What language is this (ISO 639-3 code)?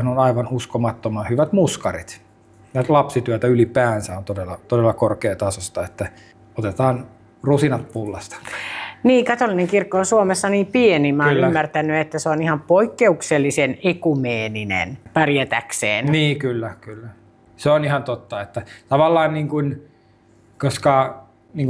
fin